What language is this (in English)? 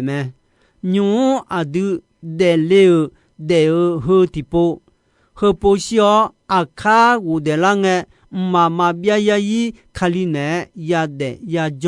Akha